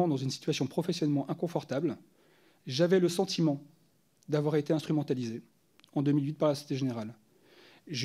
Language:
French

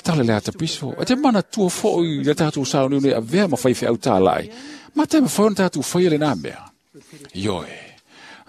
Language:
Samoan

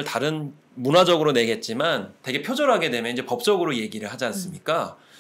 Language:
Korean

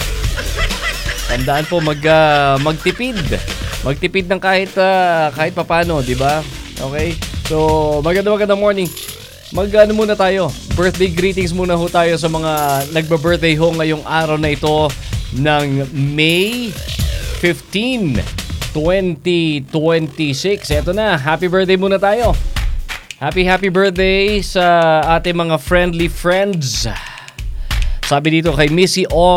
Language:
Filipino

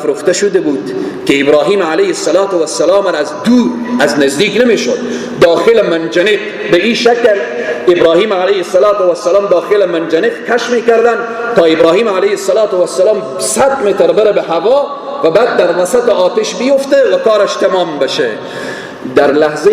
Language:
Persian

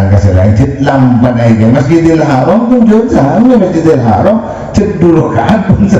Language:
Madurese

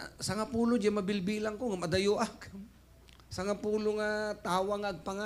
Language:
Iloko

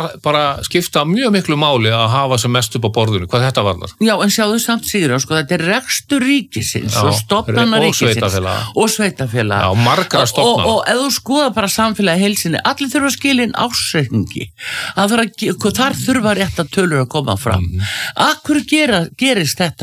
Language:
Icelandic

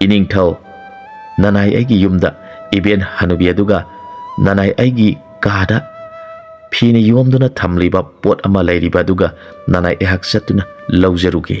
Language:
Manipuri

